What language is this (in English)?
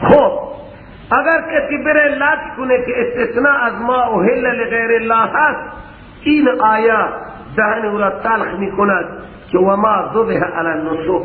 Persian